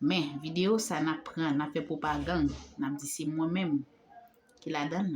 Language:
Haitian Creole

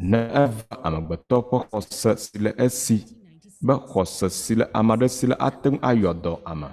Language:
Ewe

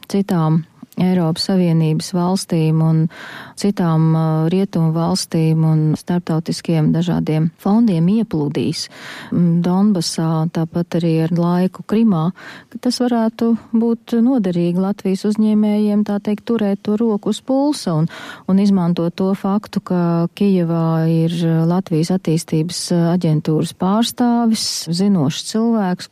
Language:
Latvian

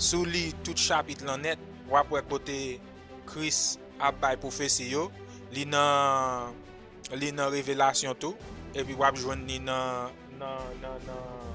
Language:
Haitian Creole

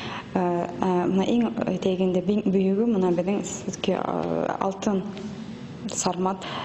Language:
Bashkir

